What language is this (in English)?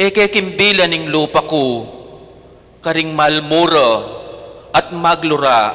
Pampanga